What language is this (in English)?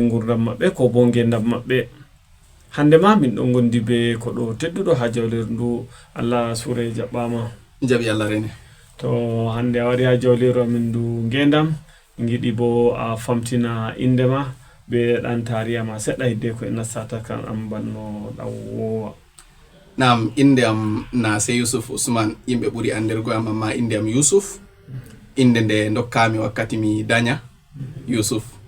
Fula